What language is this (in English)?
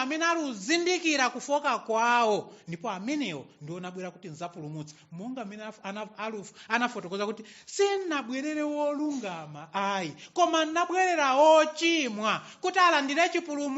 Nyanja